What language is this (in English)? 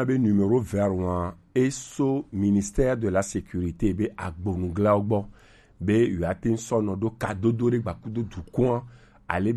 Gen